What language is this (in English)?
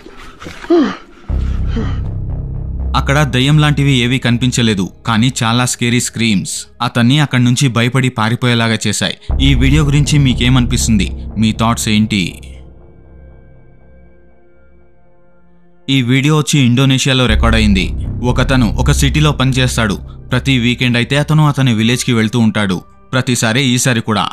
Telugu